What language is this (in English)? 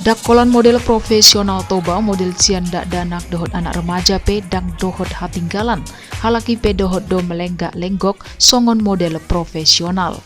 Batak Toba